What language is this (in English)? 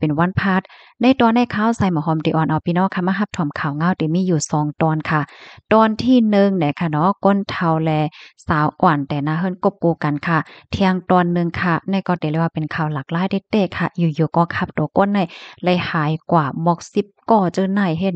Shan